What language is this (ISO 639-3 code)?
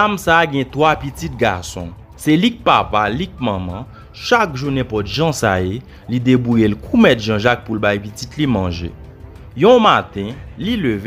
hat